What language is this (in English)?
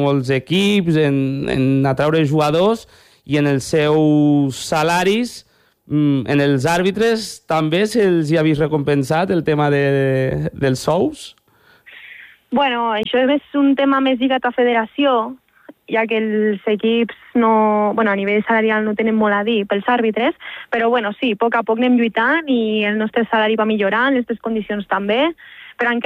Catalan